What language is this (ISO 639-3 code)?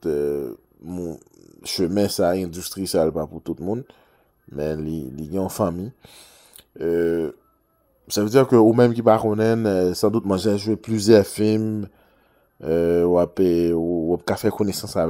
hat